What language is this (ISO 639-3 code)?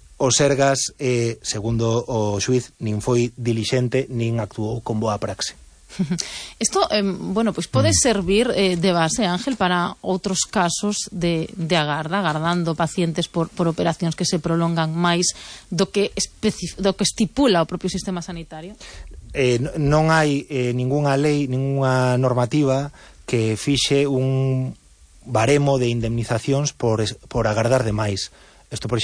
glg